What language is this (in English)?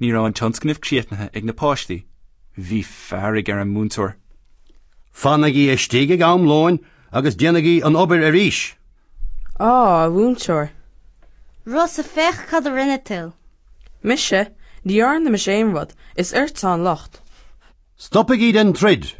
Irish